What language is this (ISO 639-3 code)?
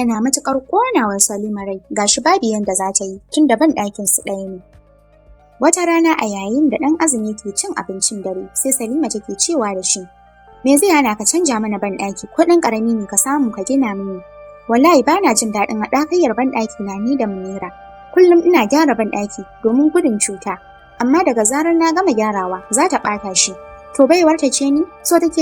hau